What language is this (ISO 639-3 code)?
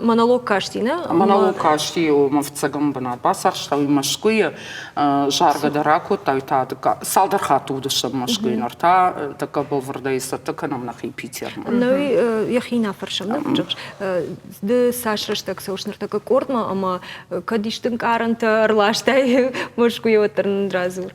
oss